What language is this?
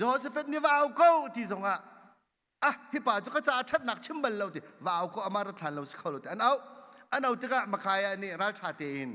Hakha Chin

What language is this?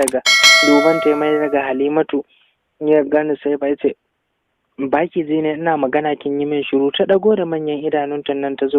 Hausa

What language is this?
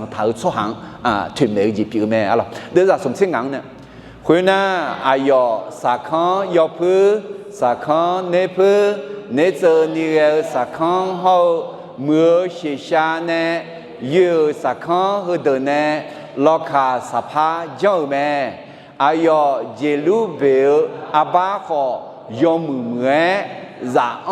Akha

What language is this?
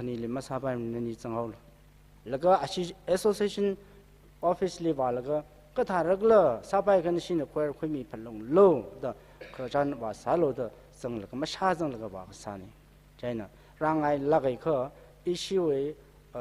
Tangkhul Naga (India)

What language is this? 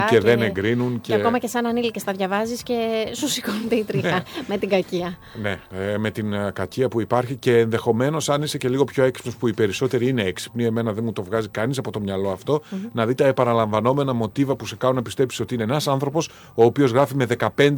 Greek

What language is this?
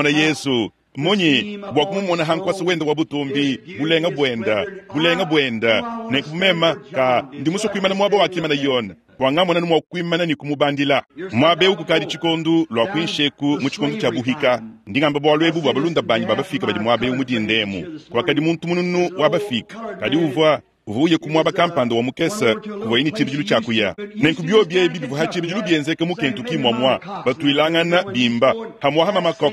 Luba-Lulua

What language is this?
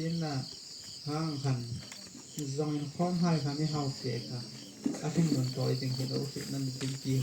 Hmar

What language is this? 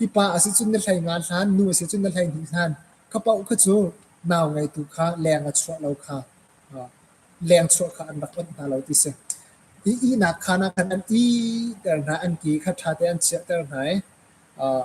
Hakha Chin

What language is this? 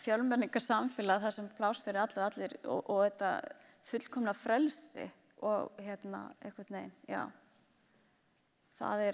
Icelandic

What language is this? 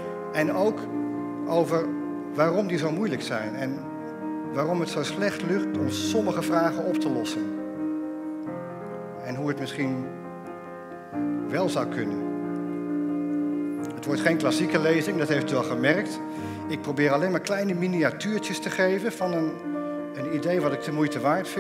Dutch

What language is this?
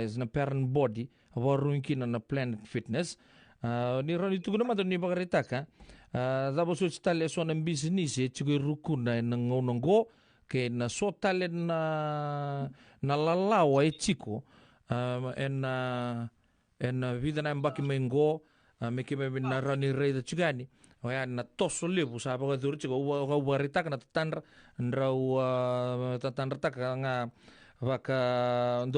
Fijian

